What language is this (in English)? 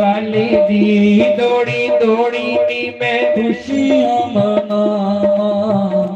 Dogri